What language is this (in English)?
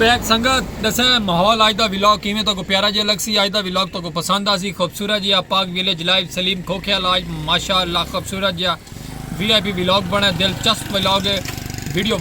Saraiki